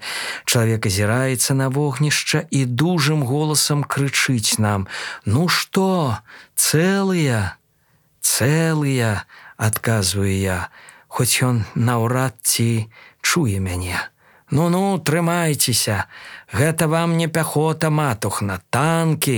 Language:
Belarusian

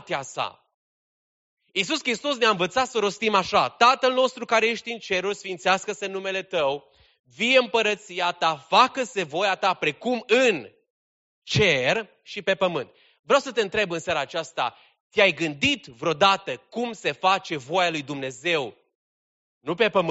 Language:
Romanian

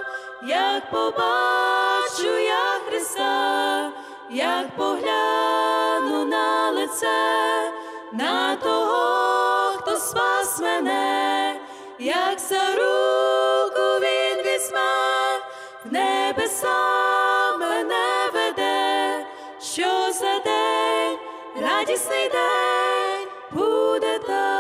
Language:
Ukrainian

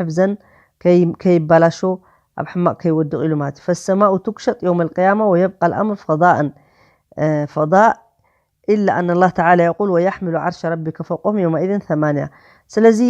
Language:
Tigrinya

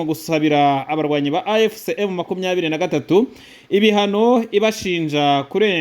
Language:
Kinyarwanda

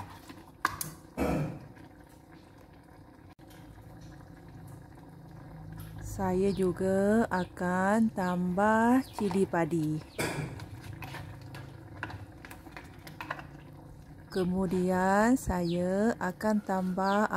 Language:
Malay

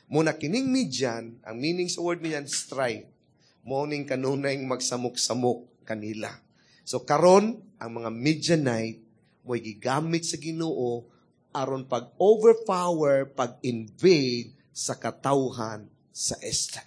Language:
Cebuano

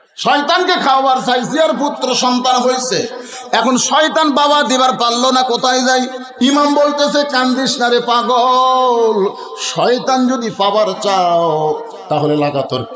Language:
Bangla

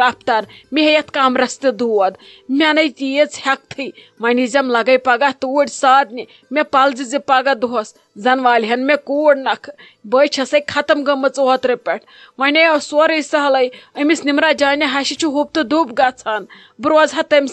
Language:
Kashmiri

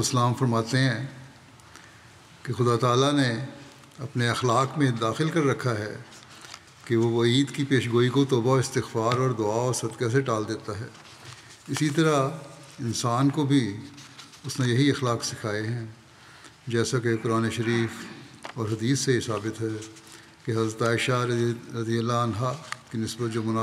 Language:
Urdu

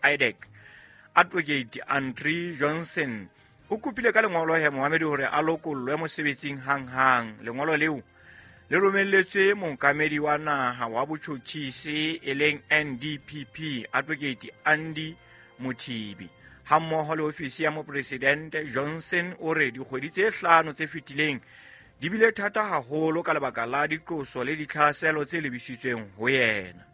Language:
Southern Sotho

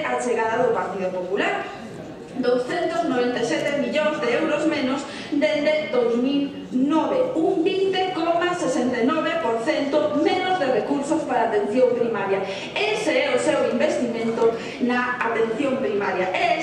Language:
Galician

